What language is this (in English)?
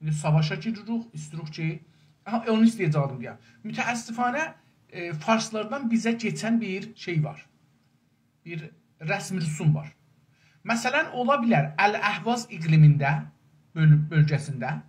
South Azerbaijani